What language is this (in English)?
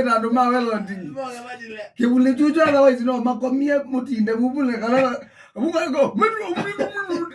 Kamba